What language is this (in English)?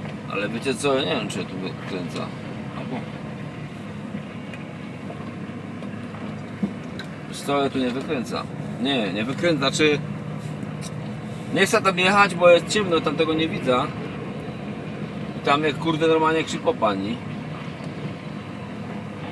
Polish